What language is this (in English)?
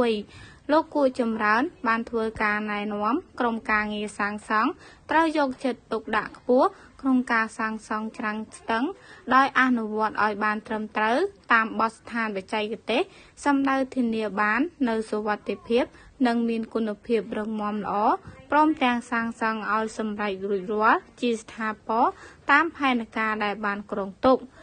Khmer